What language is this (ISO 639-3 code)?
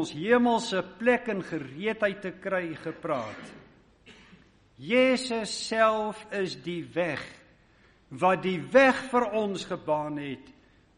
afr